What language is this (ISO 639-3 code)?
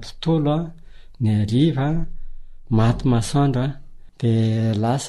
mlg